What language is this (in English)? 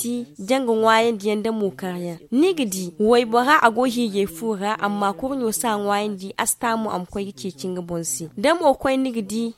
Zarma